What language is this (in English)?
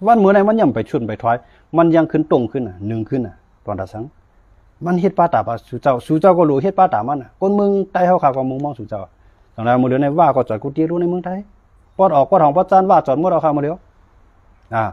Shan